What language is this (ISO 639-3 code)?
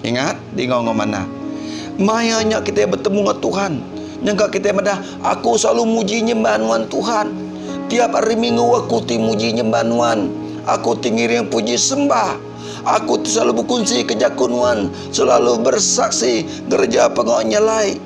iba